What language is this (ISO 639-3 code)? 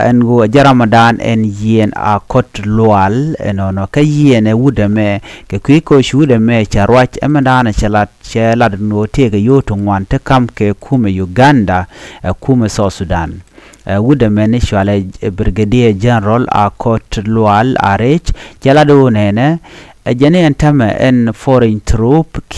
nus